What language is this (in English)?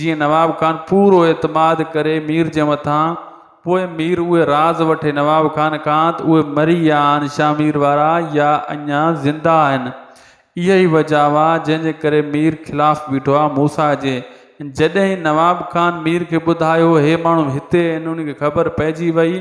Sindhi